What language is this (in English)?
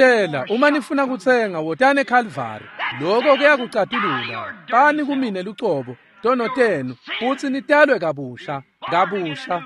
Swati